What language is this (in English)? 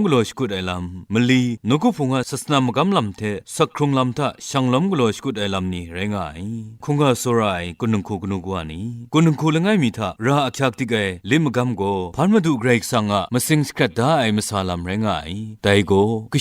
Kachin